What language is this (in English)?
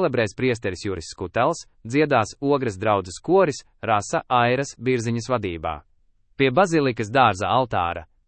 Latvian